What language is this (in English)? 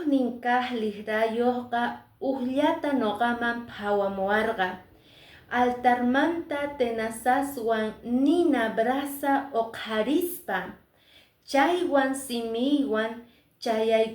Quechua